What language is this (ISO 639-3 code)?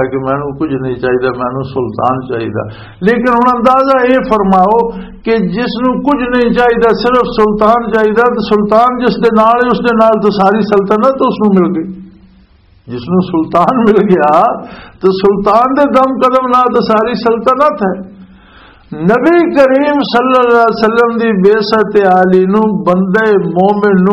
lah